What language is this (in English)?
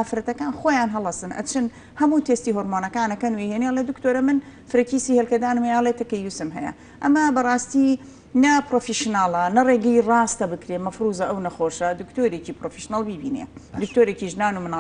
Central Kurdish